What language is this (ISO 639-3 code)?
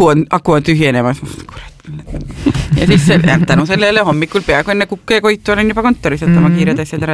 est